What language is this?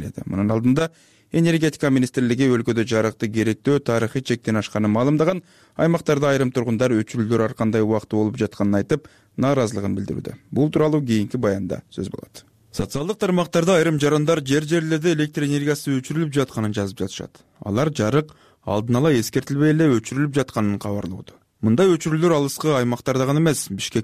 Kyrgyz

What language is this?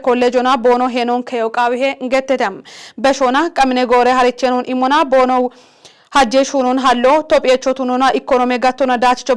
Kafa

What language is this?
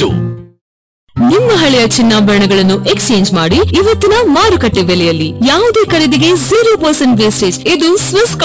Kannada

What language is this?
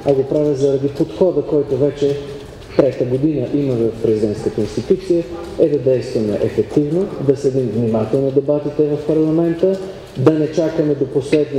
Bulgarian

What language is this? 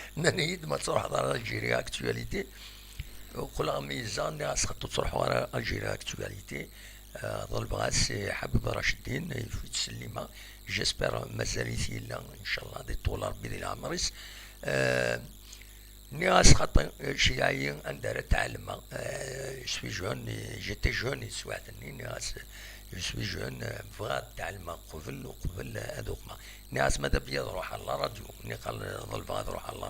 Kabyle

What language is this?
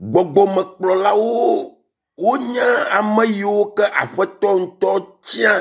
Ewe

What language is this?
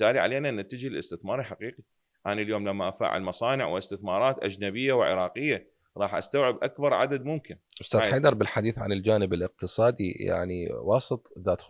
Mesopotamian Arabic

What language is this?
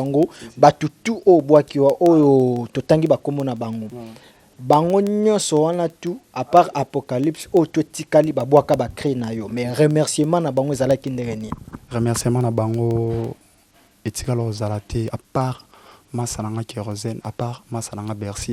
Lingala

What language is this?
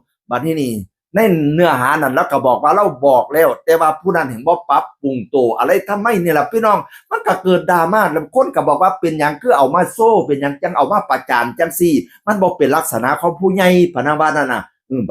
Northeastern Thai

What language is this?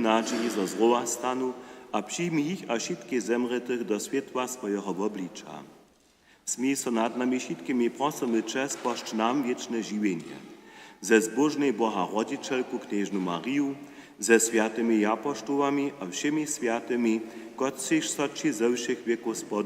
Upper Sorbian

